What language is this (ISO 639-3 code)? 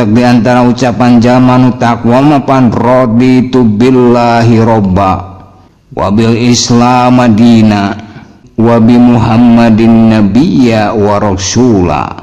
sun